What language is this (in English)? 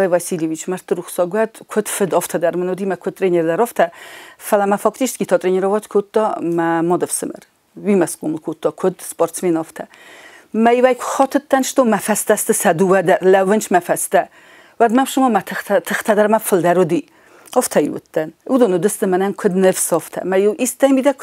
Ossetic